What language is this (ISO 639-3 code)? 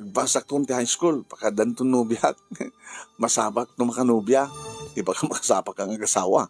ilo